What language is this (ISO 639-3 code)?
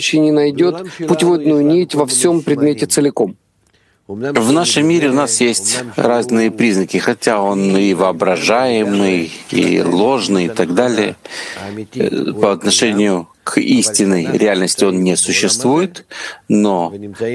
rus